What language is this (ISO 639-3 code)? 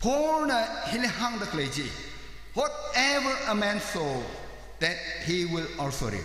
nmf